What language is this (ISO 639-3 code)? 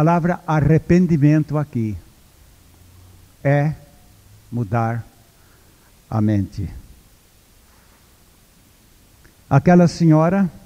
por